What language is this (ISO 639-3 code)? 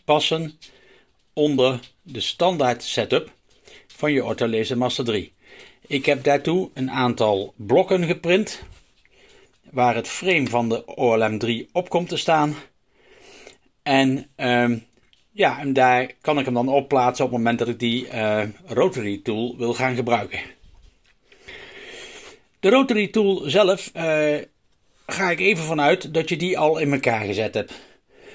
nld